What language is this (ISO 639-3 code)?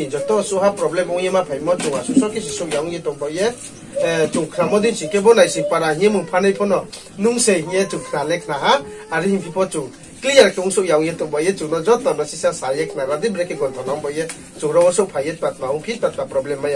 ria